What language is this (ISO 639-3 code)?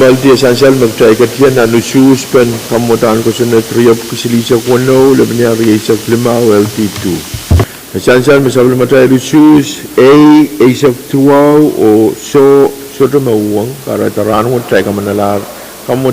pon